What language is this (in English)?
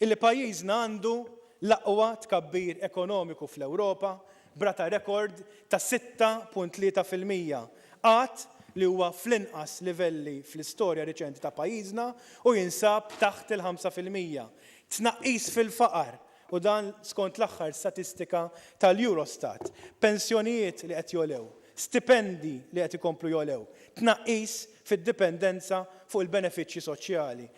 Maltese